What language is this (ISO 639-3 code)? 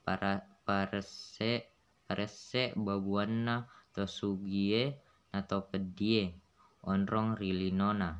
bug